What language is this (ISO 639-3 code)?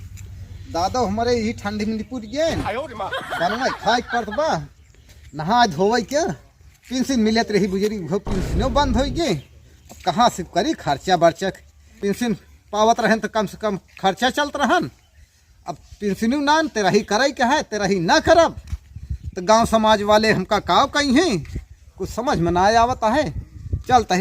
awa